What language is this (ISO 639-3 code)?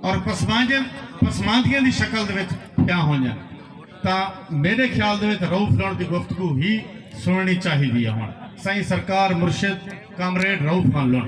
skr